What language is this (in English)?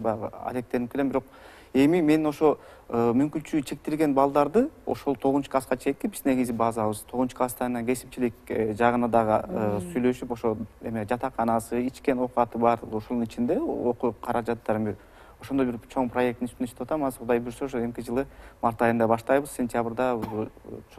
Kyrgyz